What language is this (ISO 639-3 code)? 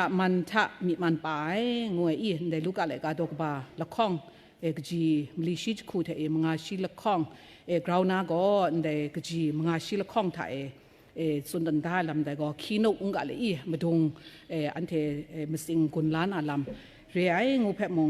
kac